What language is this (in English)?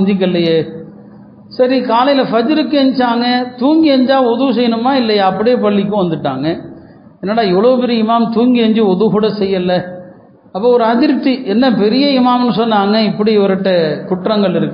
Tamil